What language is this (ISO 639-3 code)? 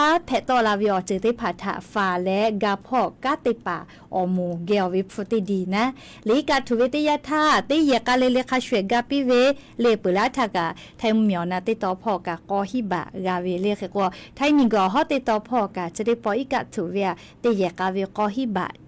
lhu